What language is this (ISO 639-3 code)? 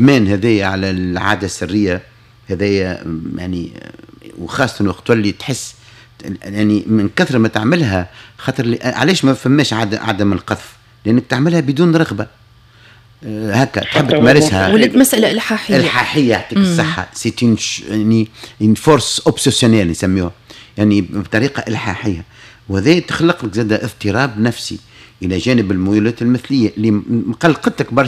aeb